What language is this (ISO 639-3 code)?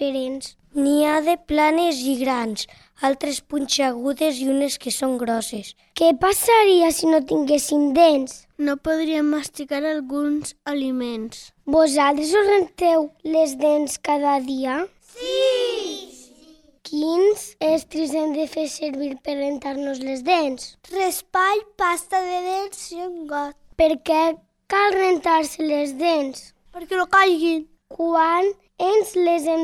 cat